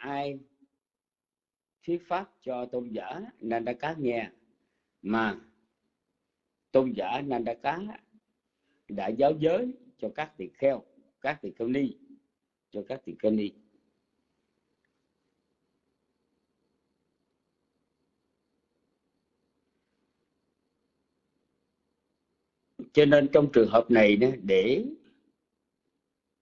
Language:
Vietnamese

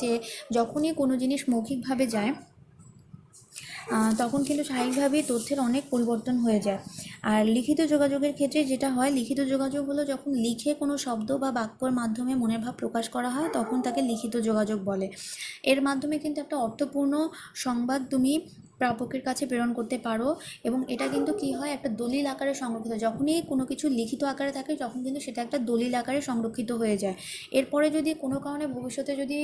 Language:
Bangla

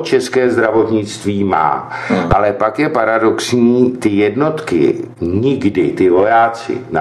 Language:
Czech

